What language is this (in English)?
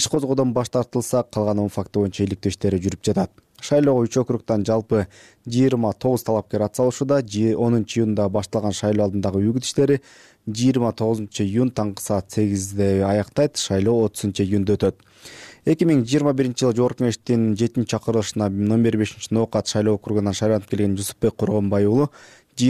Kyrgyz